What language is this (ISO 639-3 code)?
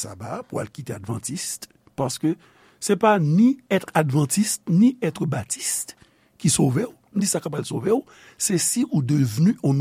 hat